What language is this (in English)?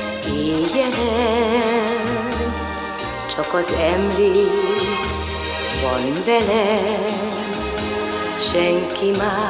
Hungarian